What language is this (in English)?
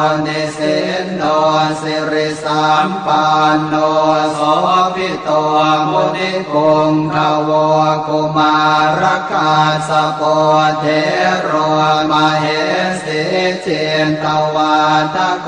Pali